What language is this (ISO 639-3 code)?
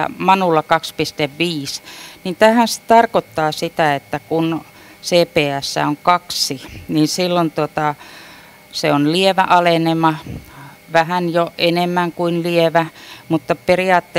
fin